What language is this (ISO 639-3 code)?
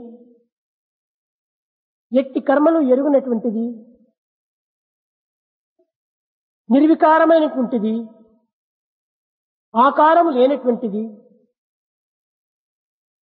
tel